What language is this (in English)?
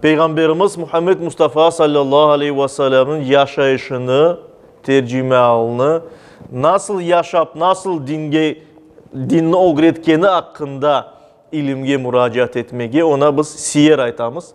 Crimean Tatar